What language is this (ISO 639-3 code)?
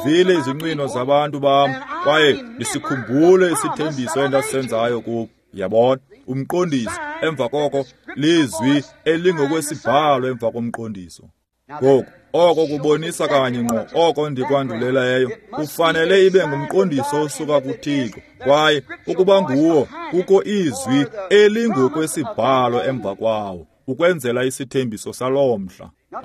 xho